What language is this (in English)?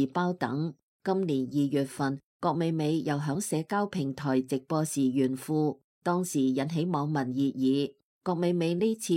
Cantonese